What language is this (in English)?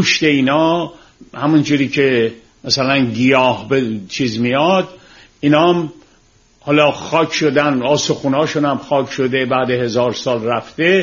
Persian